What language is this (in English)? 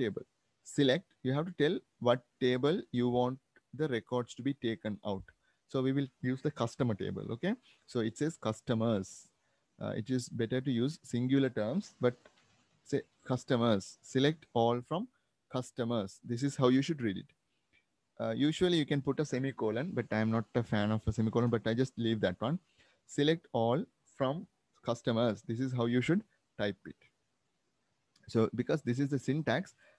English